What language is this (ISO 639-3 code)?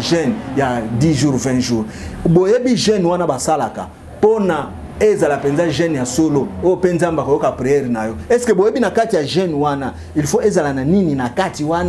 lin